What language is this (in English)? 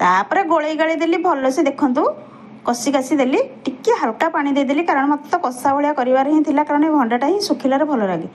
Odia